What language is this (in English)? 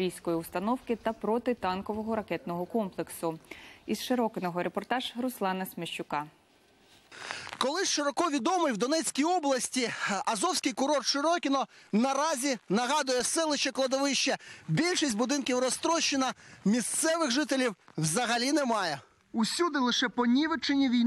Ukrainian